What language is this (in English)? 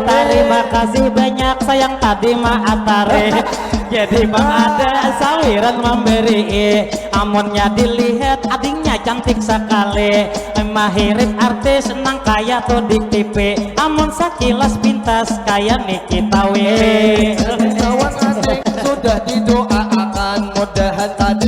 Banjar